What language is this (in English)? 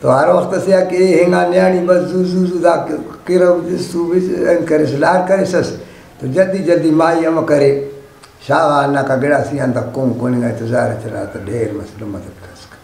Brahui